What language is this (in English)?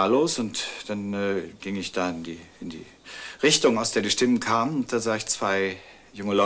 German